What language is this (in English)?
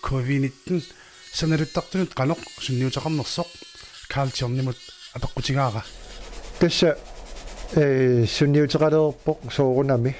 Kalaallisut